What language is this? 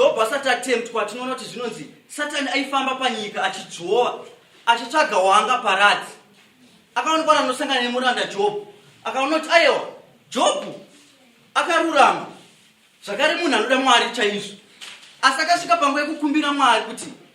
Shona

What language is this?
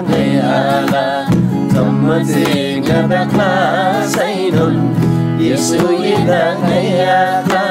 Eastern Tamang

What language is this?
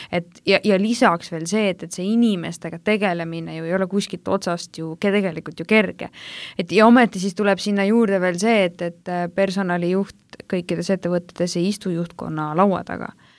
Estonian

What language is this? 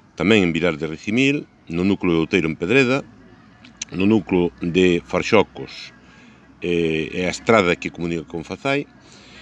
Galician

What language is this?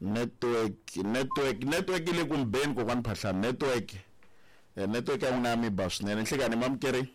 Tsonga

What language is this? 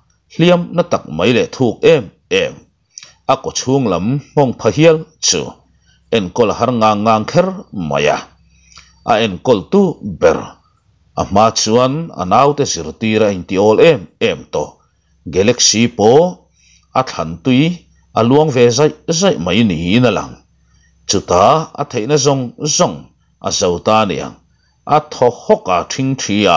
Mizo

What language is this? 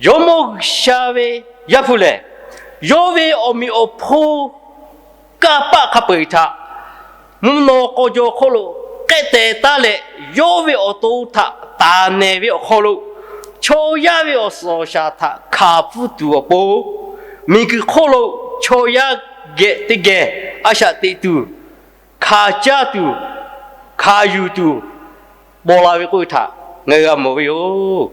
Lahu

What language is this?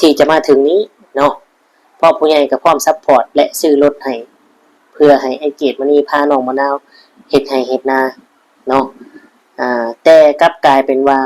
Northeastern Thai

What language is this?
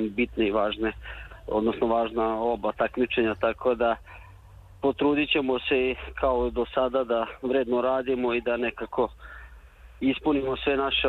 Serbian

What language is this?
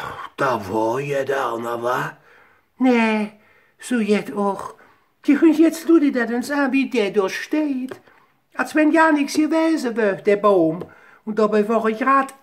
Colognian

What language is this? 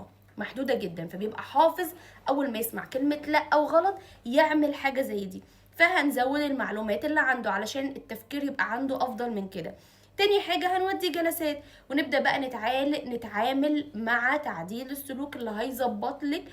Egyptian Arabic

